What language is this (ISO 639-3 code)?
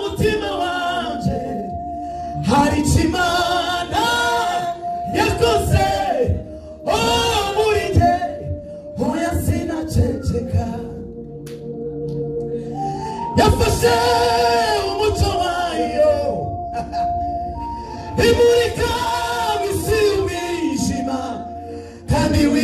kin